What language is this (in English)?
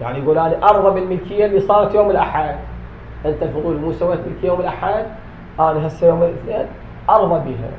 Mesopotamian Arabic